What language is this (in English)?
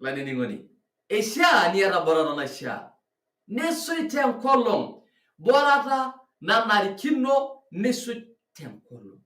Masai